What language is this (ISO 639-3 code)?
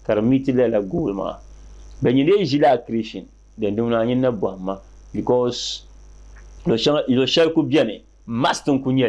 dag